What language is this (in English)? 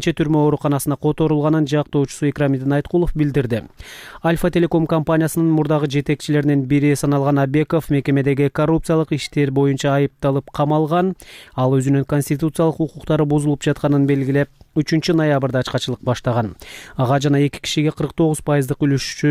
Kyrgyz